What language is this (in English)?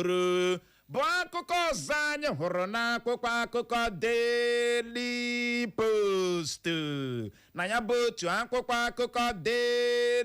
Igbo